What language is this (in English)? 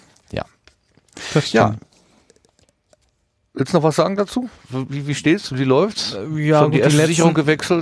German